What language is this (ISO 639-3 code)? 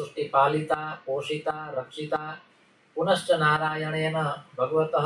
san